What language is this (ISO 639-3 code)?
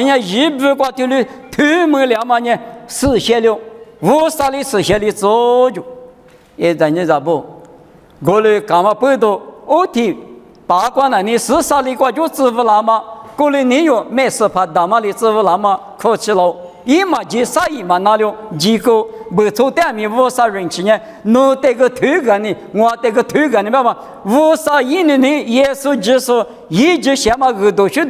lis